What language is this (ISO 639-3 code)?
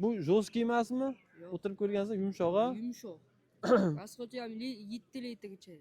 uzb